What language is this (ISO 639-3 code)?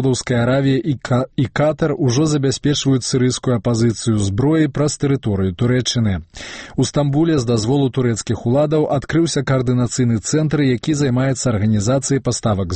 bel